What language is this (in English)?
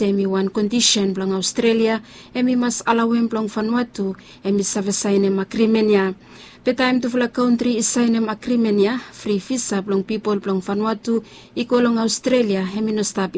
Bislama